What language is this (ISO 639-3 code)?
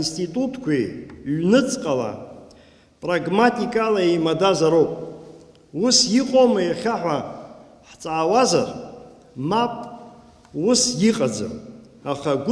abk